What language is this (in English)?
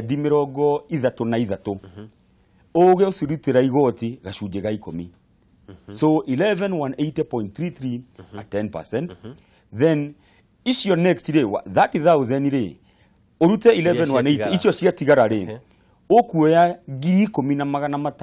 Kikuyu